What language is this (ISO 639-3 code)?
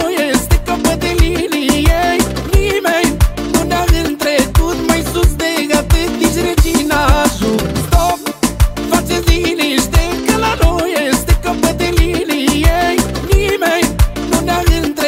ron